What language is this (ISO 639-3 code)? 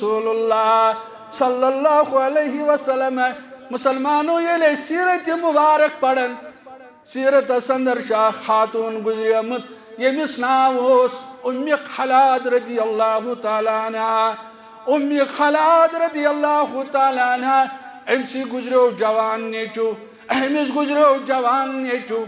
kas